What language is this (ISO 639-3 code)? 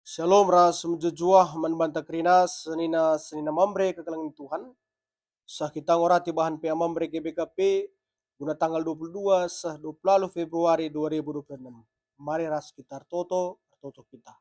btx